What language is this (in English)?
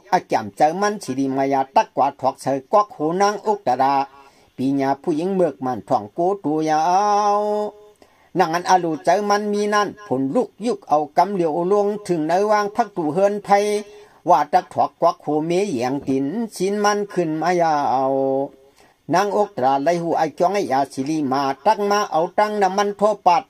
Shan